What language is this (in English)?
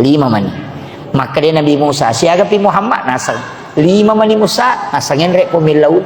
Buginese